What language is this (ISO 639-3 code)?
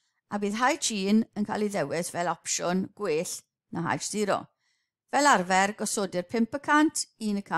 cym